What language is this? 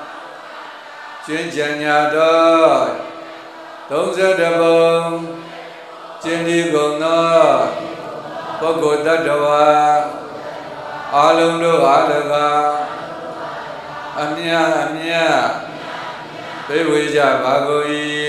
Burmese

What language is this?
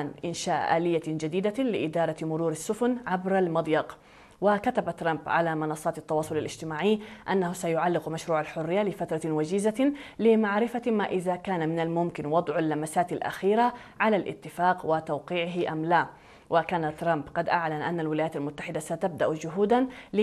Arabic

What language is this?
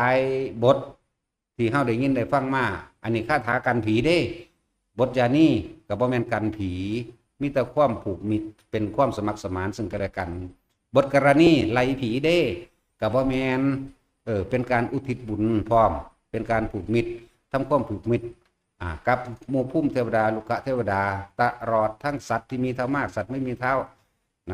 Northeastern Thai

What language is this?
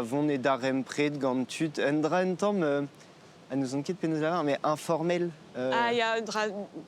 Breton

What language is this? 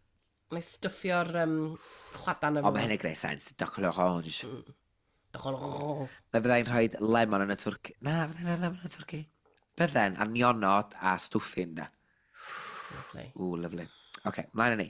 Welsh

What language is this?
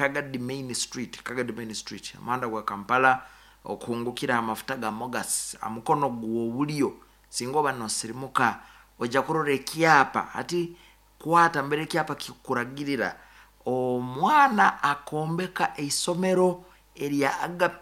Nyankole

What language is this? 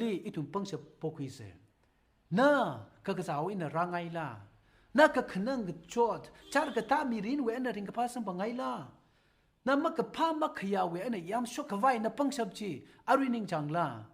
Tangkhul Naga (India)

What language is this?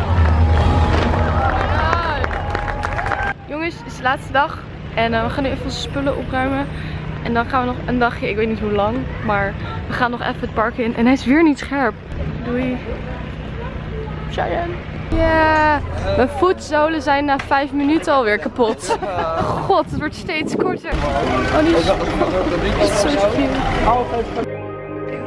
Dutch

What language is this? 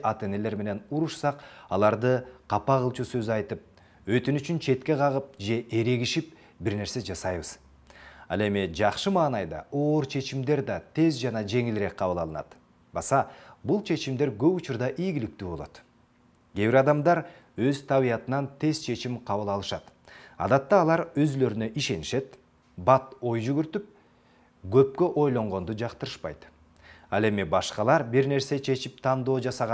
Kyrgyz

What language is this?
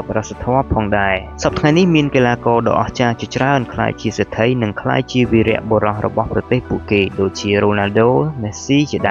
Khmer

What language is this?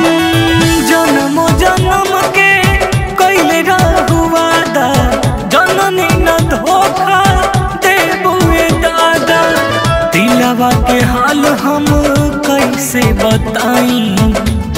Bhojpuri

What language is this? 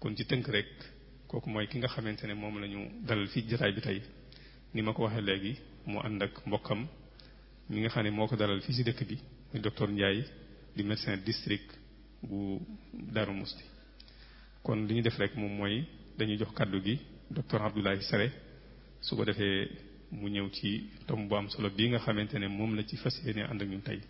Wolof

